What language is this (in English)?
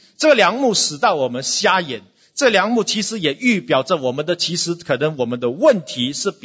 Chinese